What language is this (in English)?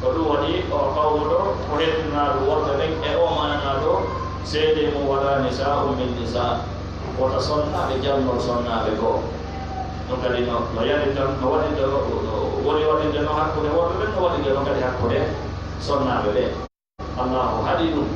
Fula